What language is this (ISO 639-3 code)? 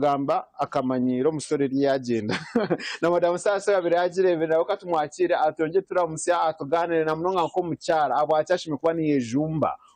nyn